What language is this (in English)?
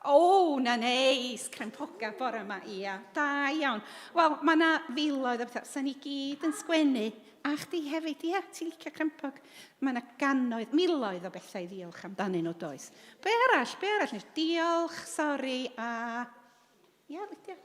Welsh